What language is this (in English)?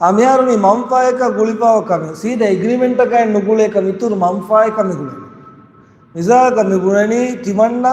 Divehi